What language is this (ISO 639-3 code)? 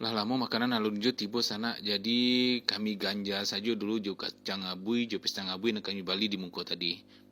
min